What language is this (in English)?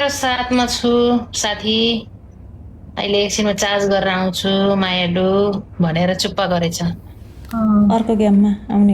Nepali